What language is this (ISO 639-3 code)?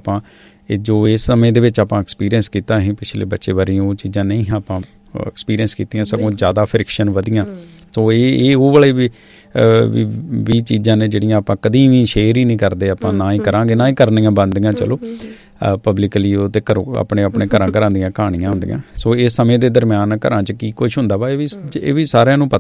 pan